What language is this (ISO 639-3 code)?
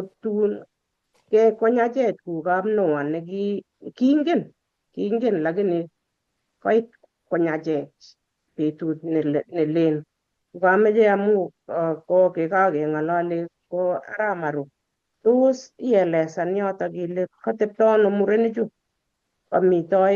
kln